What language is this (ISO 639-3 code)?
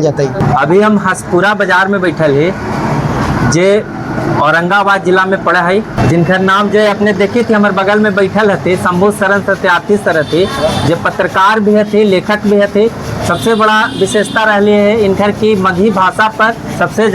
mag